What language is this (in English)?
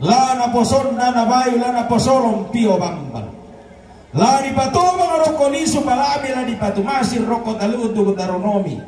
Toraja-Sa'dan